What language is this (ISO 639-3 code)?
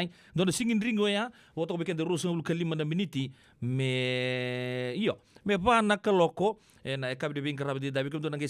fij